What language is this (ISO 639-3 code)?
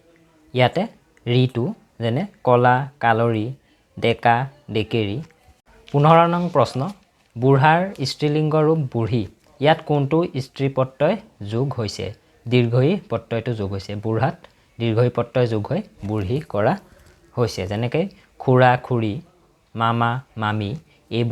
asm